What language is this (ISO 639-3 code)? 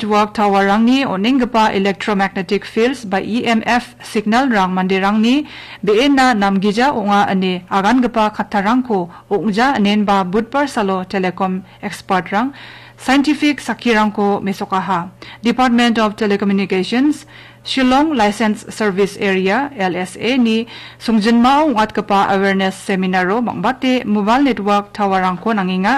grt